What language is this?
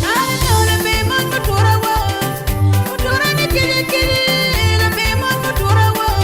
Acoli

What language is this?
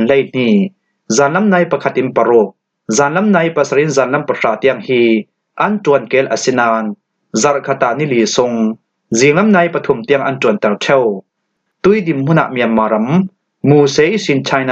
Falam Chin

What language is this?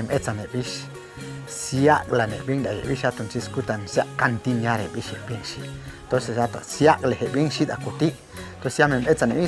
Chuj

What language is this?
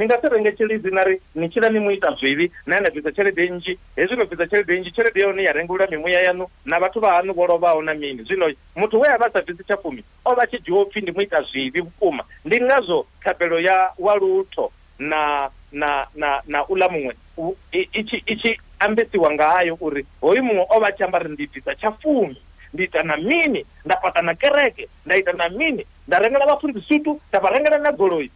Venda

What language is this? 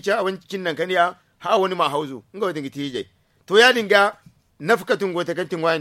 Zarma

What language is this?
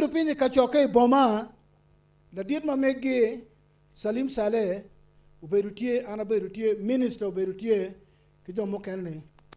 Acoli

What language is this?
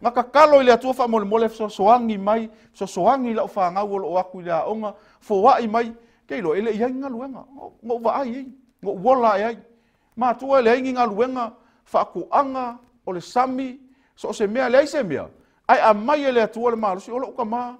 Samoan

